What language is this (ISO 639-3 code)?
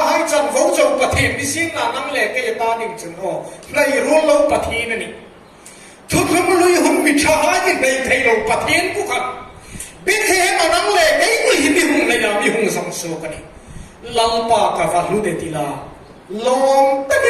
hmr